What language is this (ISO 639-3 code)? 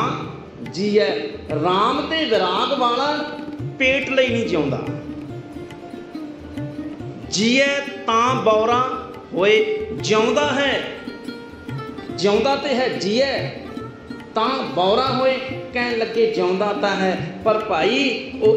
pan